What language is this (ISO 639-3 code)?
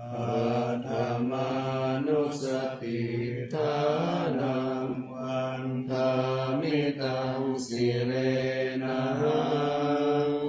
pli